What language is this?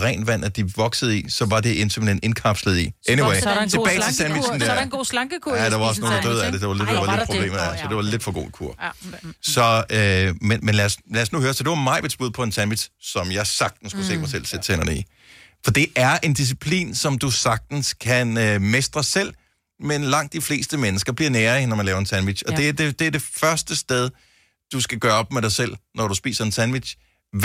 Danish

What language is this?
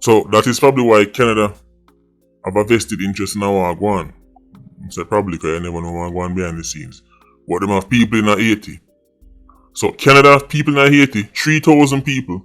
Jamaican Creole English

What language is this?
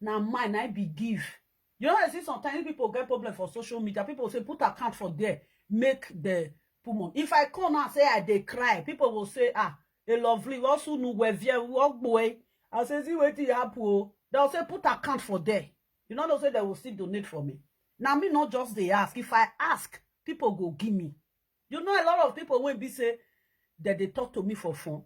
Nigerian Pidgin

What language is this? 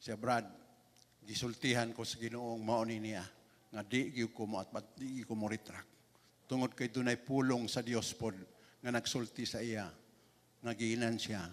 Cebuano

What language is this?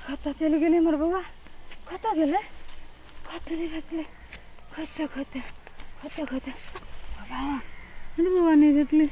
Maithili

